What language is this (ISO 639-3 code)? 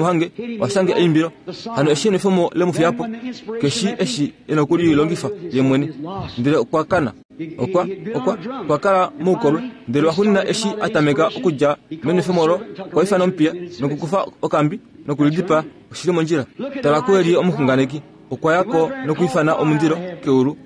kua